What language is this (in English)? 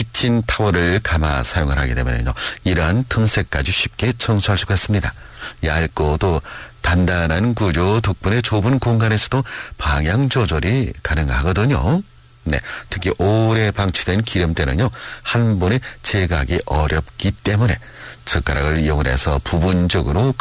Korean